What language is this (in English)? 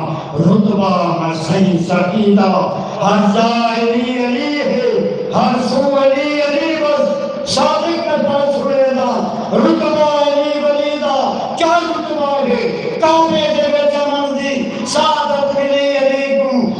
Saraiki